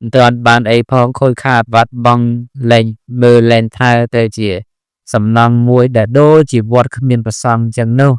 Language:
Khmer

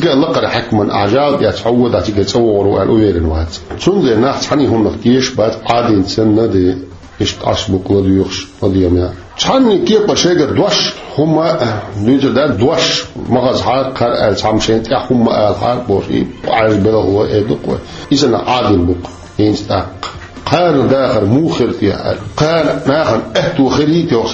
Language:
Chechen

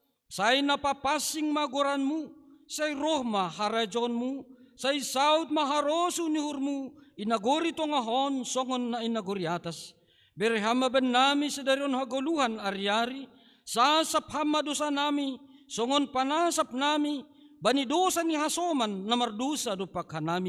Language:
Batak Simalungun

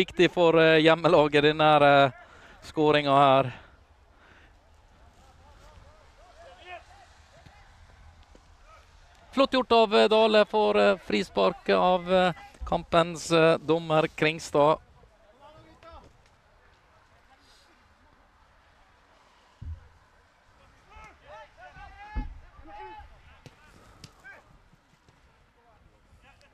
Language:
Norwegian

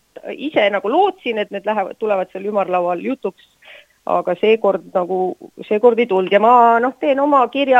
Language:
Estonian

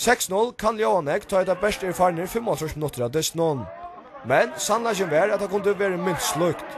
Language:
Faroese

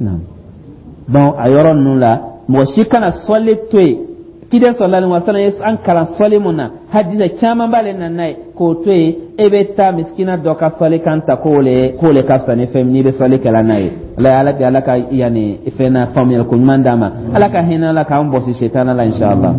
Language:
Dyula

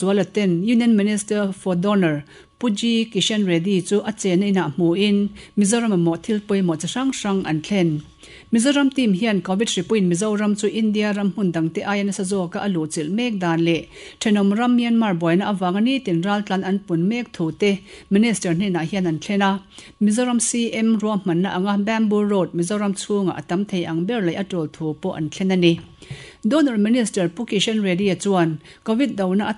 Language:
Mizo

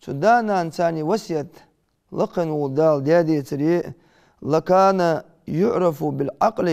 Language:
Ingush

